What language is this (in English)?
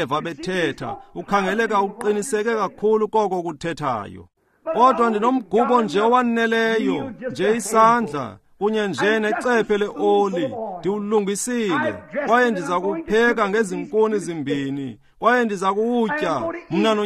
Xhosa